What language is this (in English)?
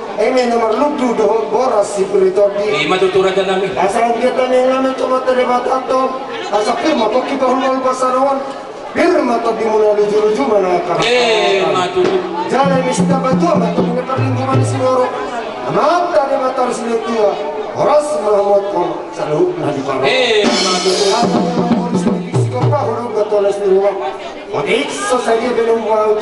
Batak Toba